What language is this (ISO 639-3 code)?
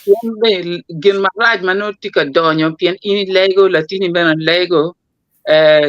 ach